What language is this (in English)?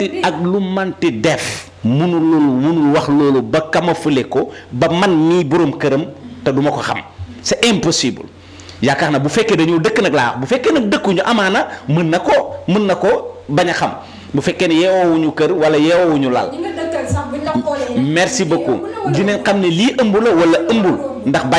Wolof